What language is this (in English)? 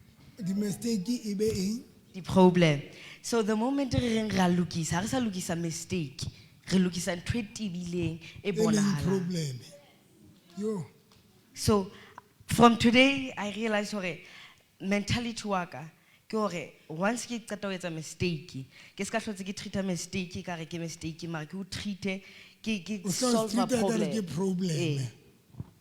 Southern Sotho